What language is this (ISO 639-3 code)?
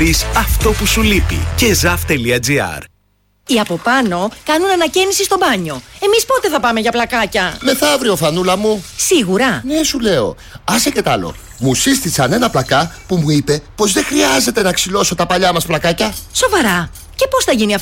ell